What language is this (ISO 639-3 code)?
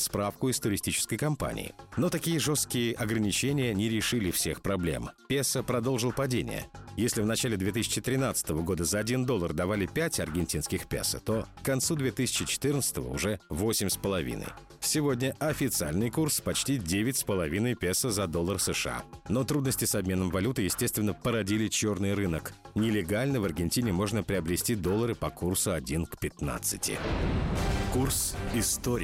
rus